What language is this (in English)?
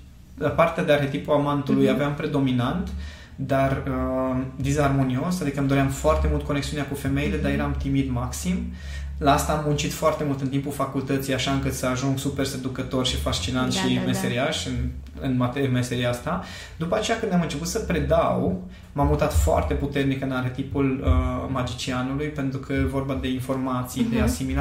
Romanian